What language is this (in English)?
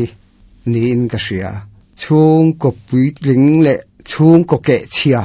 Mizo